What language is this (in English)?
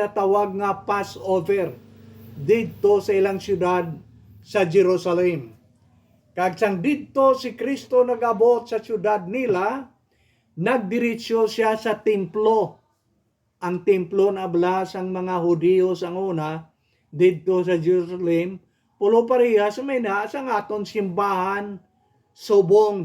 Hiligaynon